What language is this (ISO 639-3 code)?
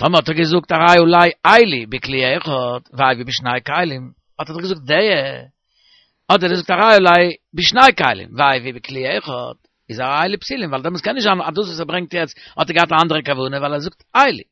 yid